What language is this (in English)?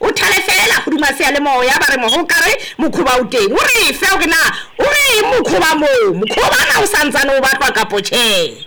Southern Sotho